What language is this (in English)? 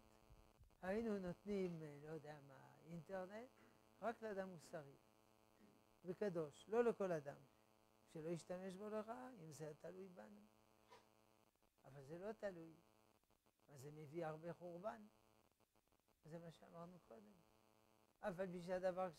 Hebrew